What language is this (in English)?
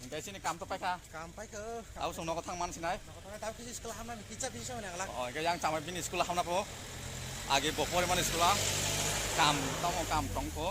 Kok Borok